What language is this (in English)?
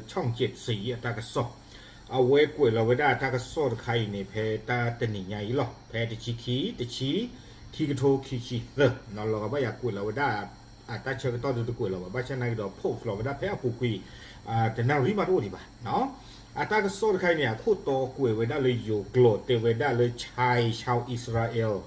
S'gaw Karen